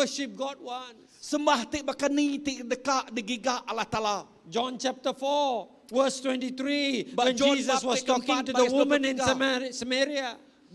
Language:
Iban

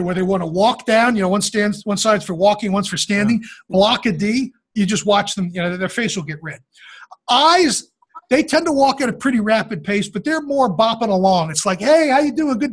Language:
English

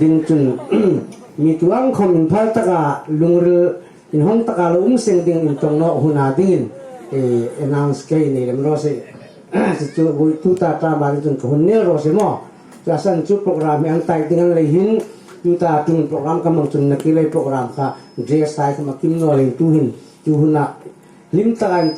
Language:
Hmar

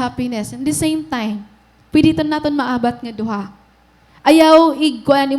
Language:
Waray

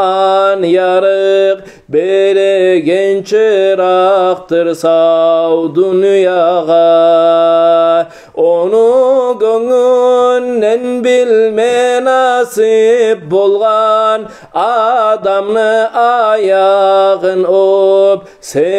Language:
Kumyk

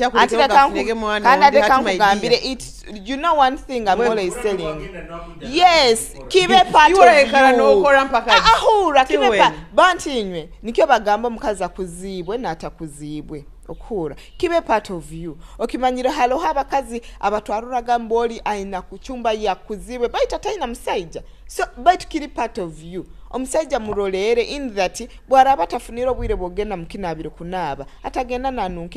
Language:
Nyoro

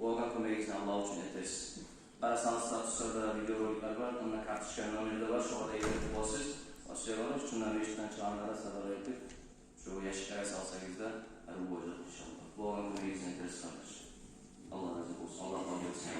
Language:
Kumyk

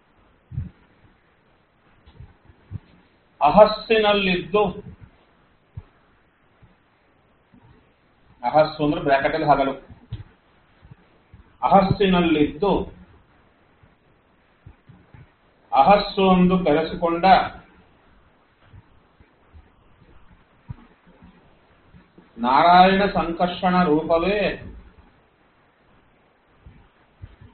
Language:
Kannada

